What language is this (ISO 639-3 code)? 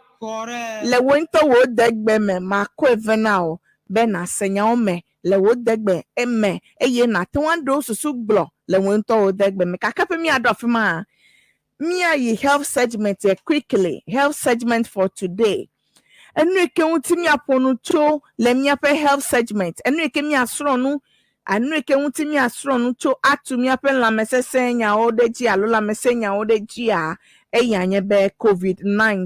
ewe